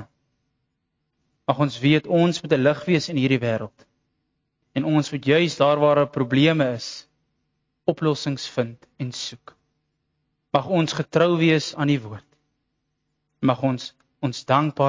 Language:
Afrikaans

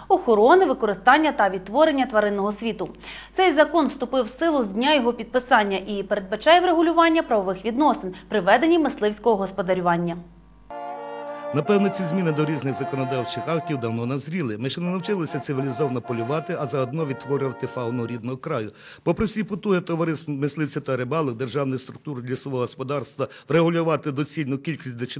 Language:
Ukrainian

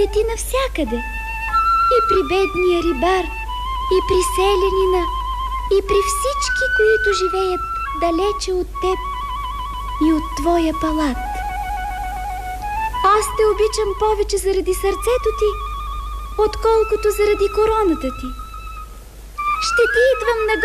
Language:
Bulgarian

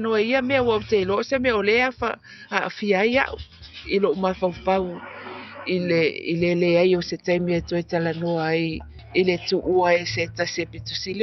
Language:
Samoan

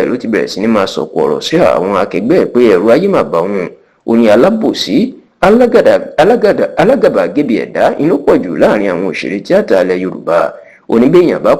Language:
Yoruba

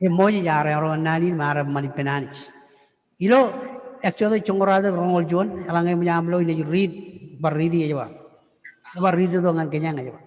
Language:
Marshallese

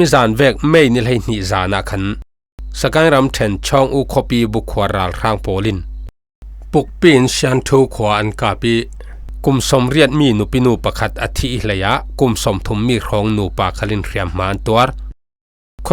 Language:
Falam Chin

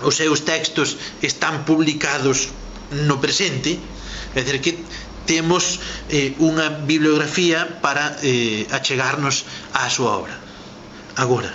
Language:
Galician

